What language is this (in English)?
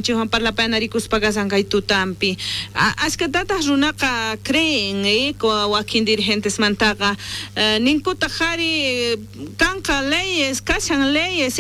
South Bolivian Quechua